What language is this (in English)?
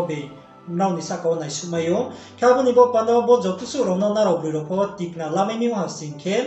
Riang (India)